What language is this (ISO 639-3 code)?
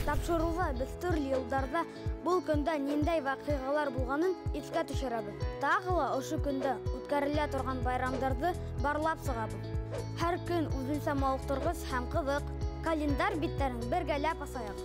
bak